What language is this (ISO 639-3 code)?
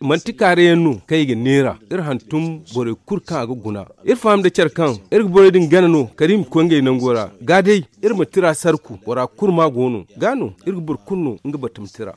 dje